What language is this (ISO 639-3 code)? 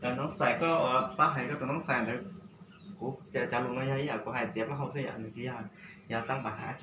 hmn